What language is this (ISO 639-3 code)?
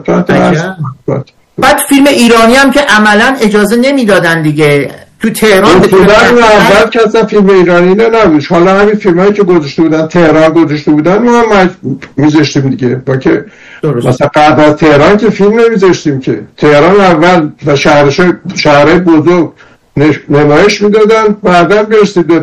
fas